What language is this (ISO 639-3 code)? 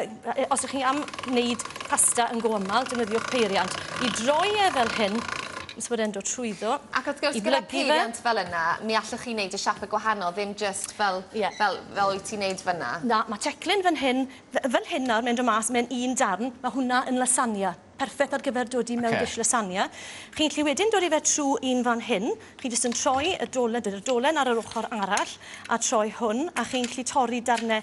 cym